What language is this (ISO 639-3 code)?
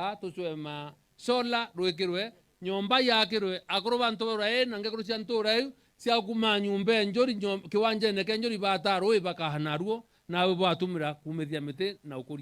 mer